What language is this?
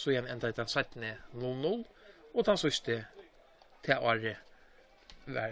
Faroese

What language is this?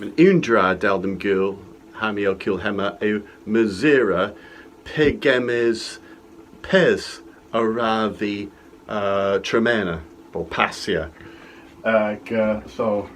Cornish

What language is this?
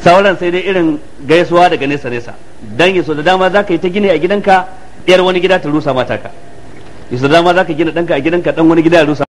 Hausa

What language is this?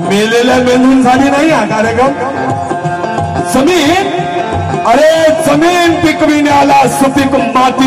Marathi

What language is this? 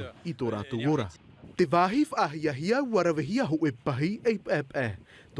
Tahitian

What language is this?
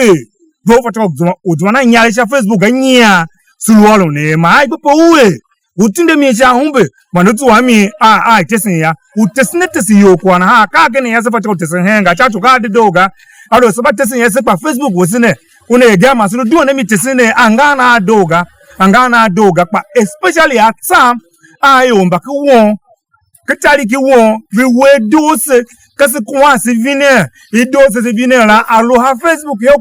Tiv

